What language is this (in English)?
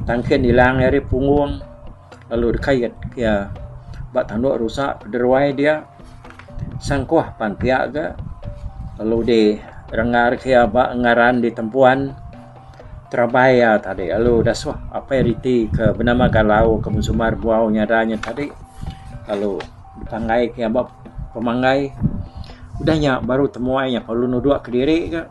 Iban